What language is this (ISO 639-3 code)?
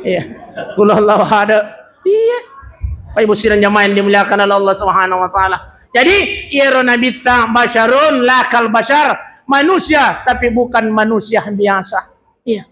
bug